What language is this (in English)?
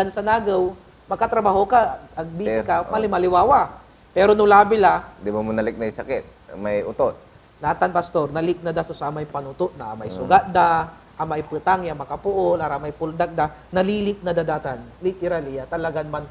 Pangasinan